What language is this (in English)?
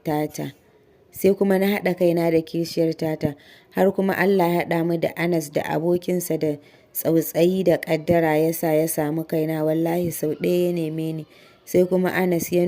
Hausa